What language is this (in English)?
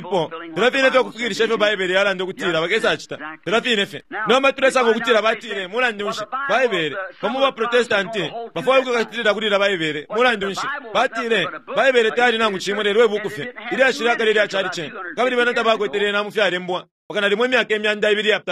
Bemba